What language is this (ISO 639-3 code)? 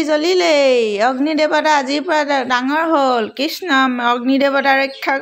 asm